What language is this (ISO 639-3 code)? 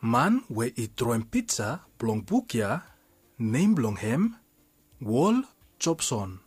bis